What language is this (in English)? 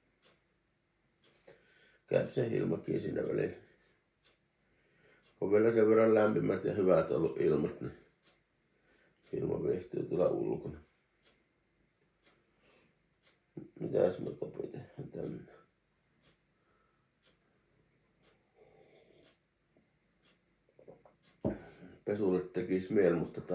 Finnish